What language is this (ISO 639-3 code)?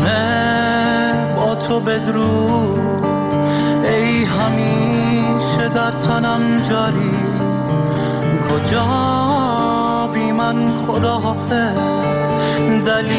fas